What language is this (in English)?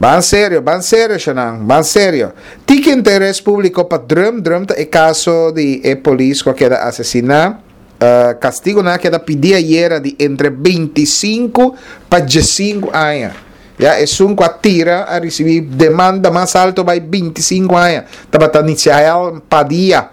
Papiamento